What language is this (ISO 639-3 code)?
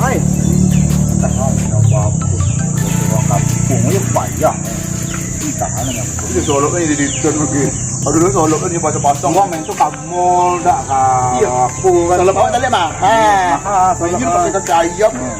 min